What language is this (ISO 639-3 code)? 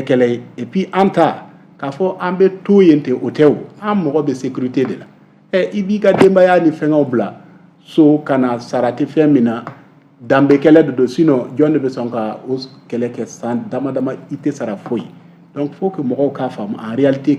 bam